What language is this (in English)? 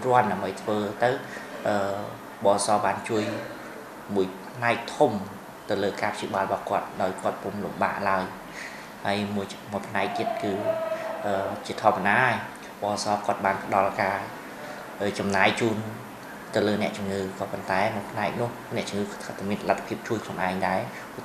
Khmer